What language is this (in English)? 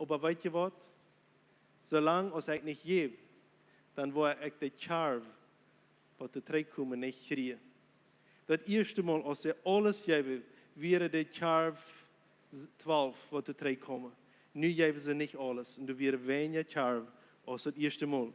Plautdietsch